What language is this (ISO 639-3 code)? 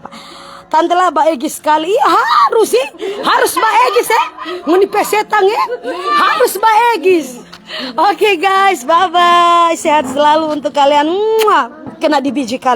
xmm